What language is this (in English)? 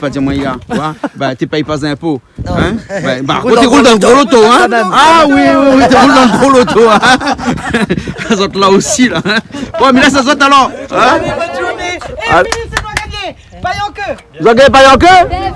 Réunion Creole French